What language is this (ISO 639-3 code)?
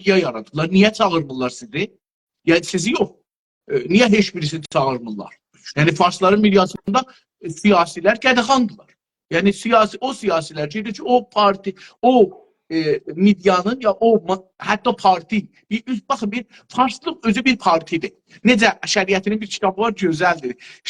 azb